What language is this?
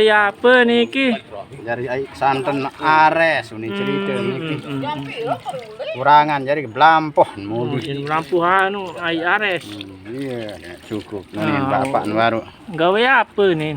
Sasak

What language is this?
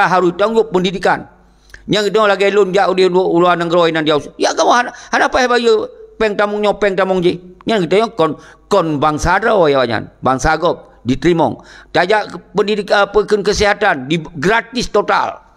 Achinese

